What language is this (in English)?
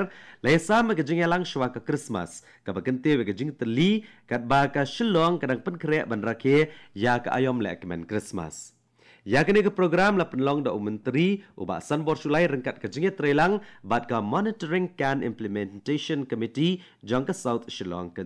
Khasi